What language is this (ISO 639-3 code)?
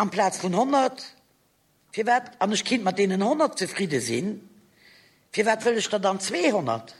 ltz